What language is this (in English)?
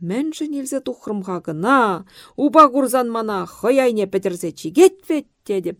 Chuvash